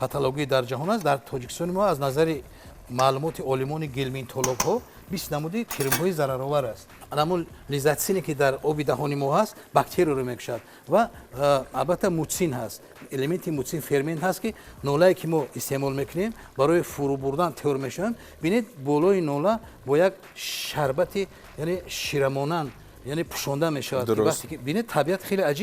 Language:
Tajik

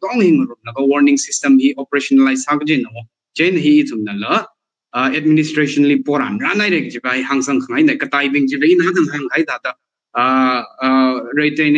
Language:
Tangkhul Naga (India)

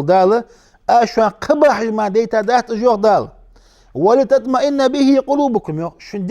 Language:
Ingush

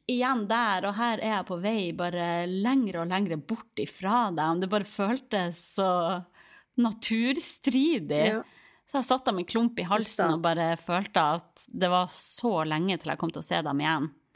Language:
Norwegian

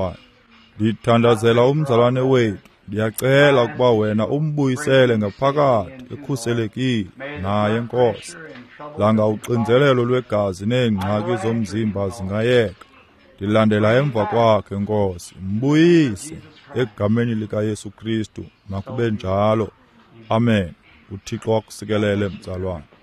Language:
Xhosa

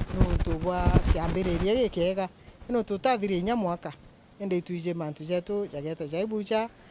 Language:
Meru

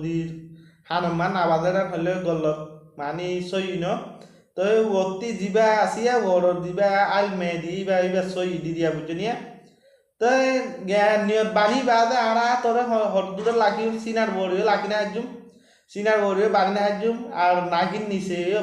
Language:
Rohingya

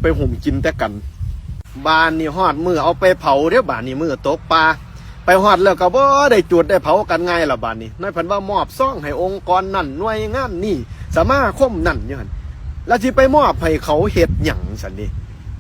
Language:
Northeastern Thai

